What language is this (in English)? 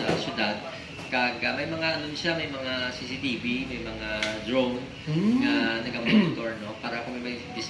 Hiligaynon